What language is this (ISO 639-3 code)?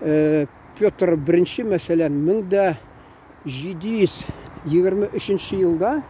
tat